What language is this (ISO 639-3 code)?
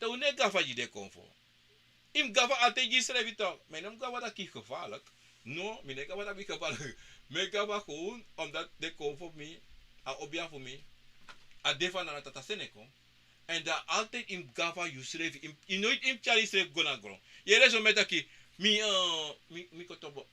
srn